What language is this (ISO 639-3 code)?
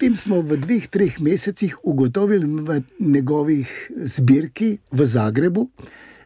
slv